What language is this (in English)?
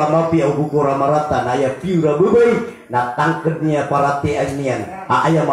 Maranao